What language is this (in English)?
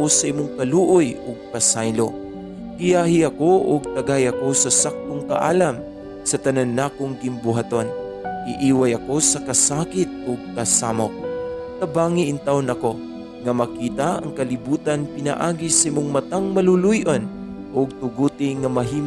Cebuano